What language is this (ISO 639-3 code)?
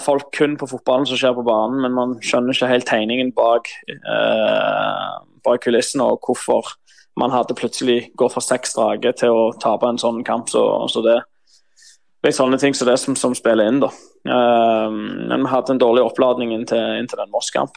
nor